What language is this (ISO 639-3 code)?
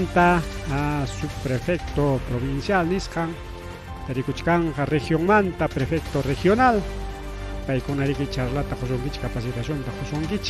quy